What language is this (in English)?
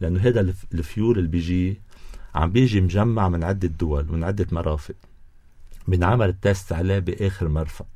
North Levantine Arabic